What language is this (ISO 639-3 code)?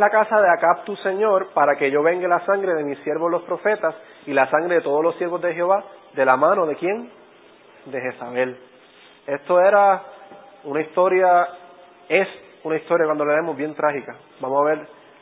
spa